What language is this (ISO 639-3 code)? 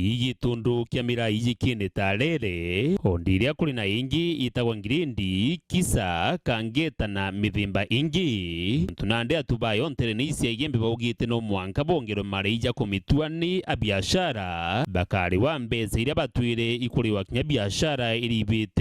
mer